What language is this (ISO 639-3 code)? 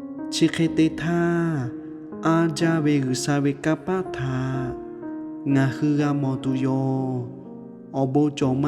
lhu